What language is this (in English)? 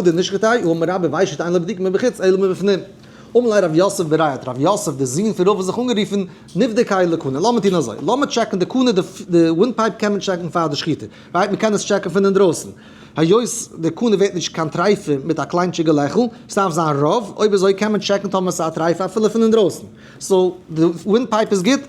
Yiddish